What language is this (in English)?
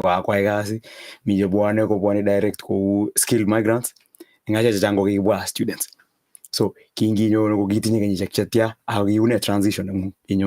Kalenjin